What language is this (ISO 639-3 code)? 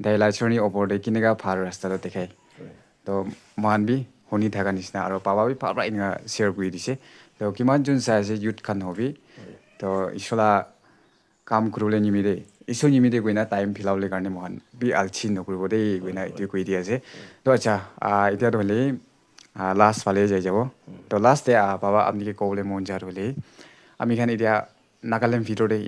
nag